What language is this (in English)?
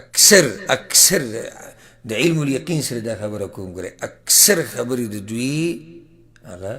Pashto